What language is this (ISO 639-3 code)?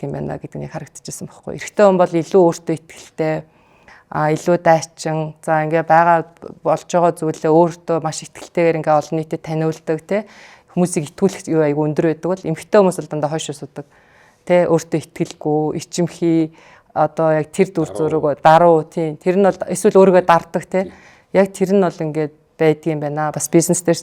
mon